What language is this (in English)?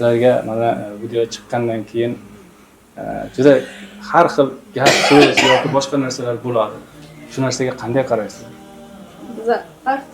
Uzbek